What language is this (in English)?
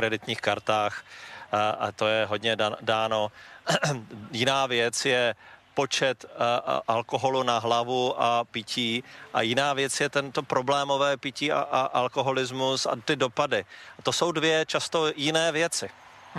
Czech